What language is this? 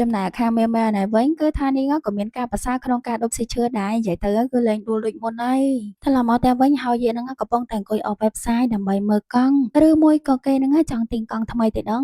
Khmer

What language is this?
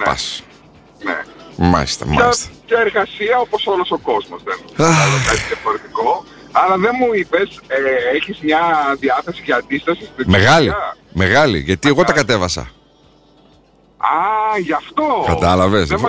Greek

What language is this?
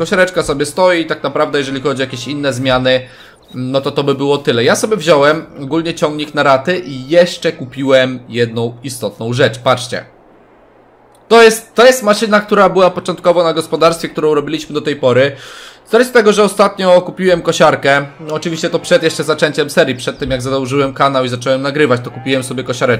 Polish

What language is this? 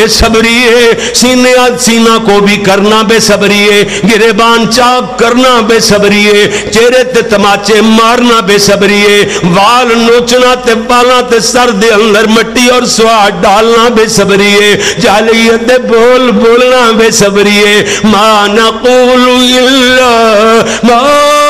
Western Panjabi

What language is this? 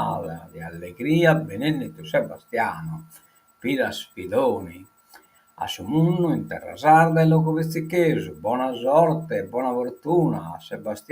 Sardinian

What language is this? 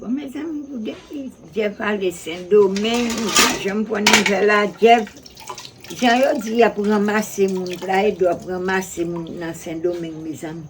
Haitian Creole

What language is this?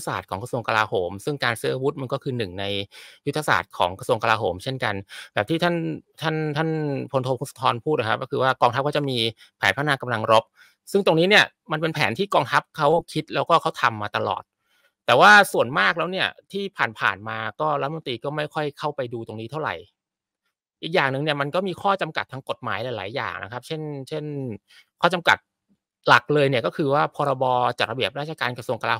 Thai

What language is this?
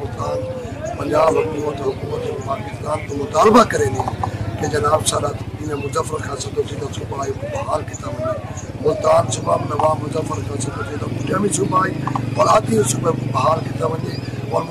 Saraiki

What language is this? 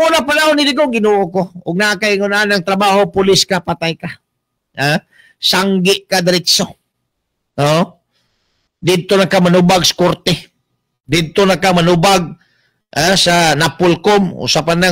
Cebuano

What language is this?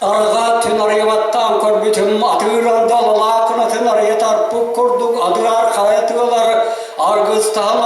Yakut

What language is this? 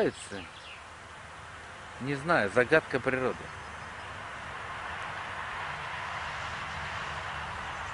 Russian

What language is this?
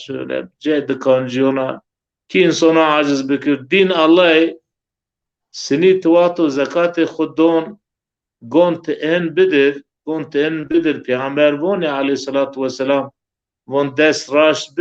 Zaza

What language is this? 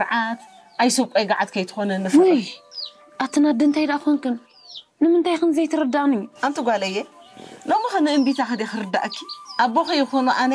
Tigrinya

